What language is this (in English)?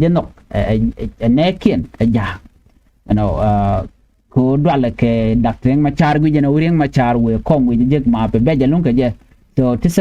Nuer